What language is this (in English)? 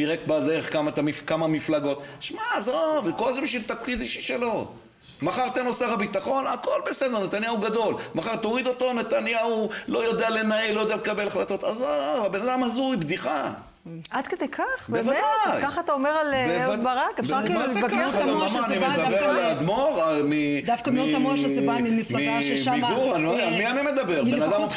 Hebrew